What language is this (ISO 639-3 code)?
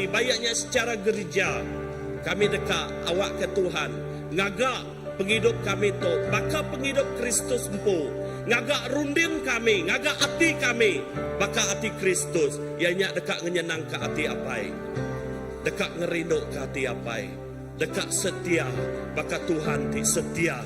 iba